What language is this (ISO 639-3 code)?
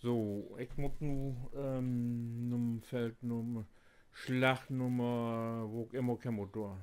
nds